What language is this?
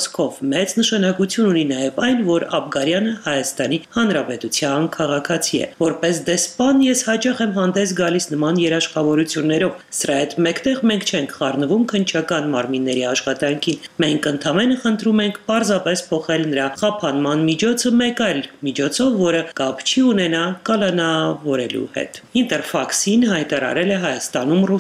Armenian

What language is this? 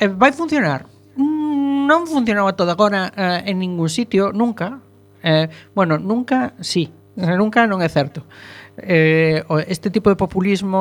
Galician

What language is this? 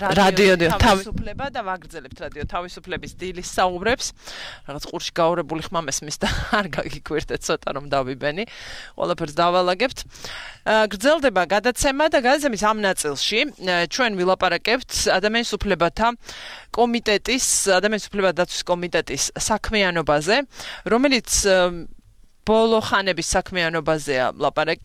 Georgian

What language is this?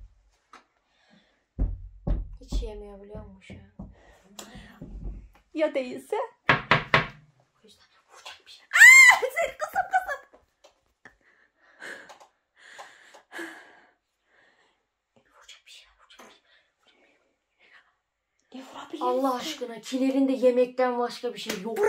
Turkish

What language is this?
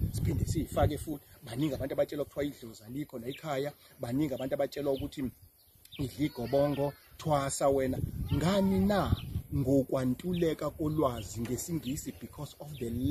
Zulu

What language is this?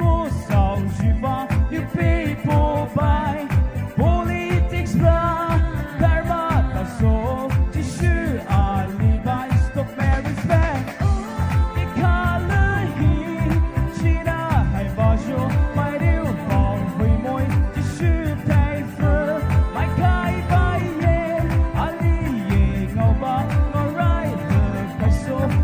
Poumei Naga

